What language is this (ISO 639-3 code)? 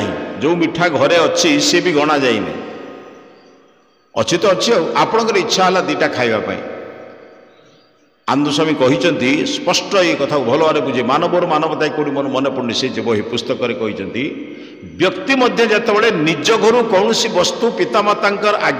ori